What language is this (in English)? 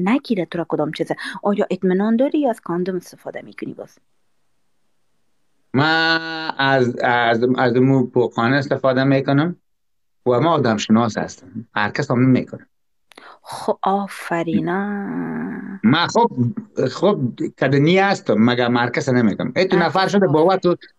Persian